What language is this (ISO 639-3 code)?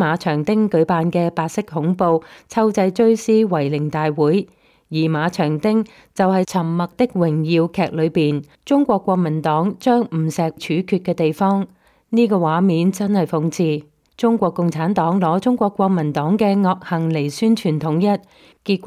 yue